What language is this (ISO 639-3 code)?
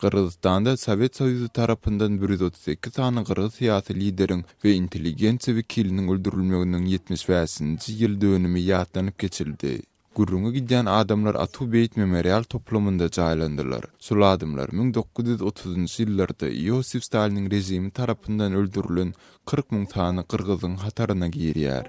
tuk